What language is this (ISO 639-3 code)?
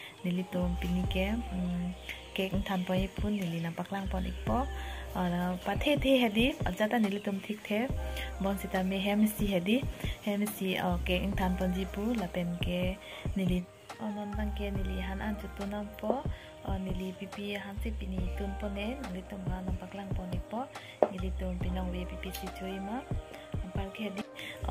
mjw